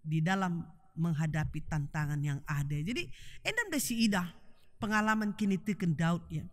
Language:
Batak Karo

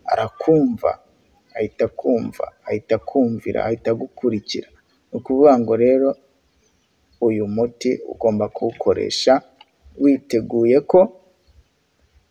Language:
Kinyarwanda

